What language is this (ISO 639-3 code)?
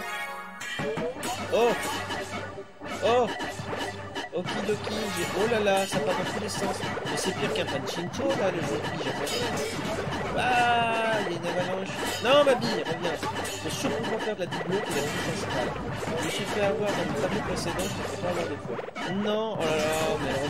fra